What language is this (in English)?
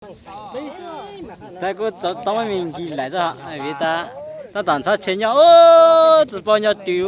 Hmong